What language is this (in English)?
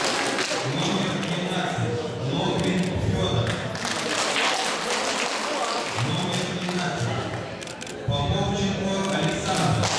Russian